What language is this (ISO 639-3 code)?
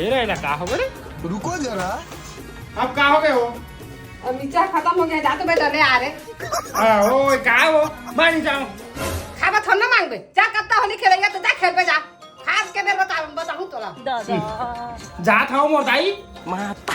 hne